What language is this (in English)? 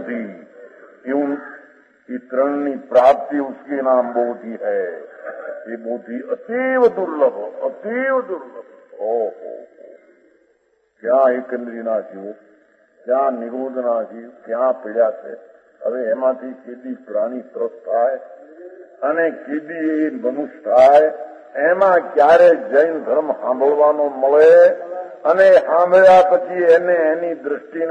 Gujarati